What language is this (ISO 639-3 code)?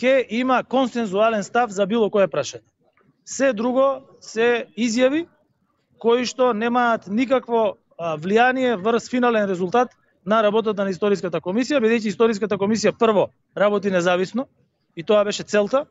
mkd